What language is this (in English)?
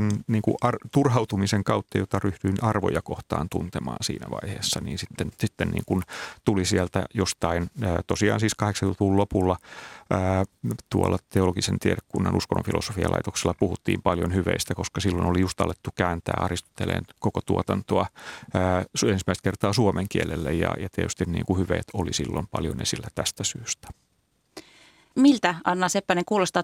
Finnish